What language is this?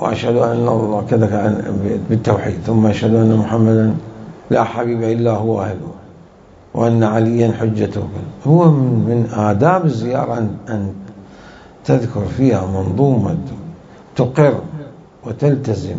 Mesopotamian Arabic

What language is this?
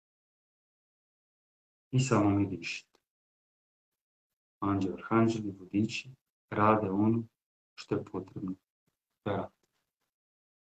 Croatian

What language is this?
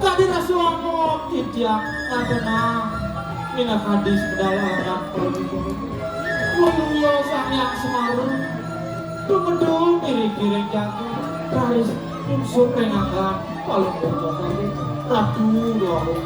Balinese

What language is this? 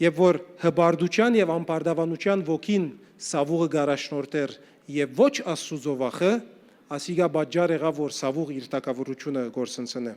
Western Armenian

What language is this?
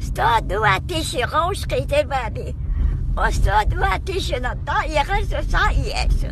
Chechen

